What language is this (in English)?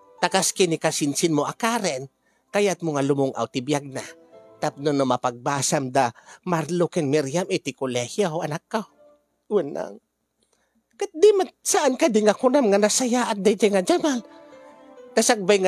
Iloko